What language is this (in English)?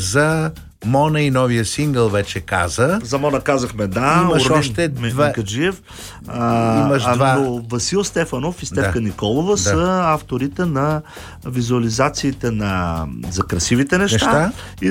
Bulgarian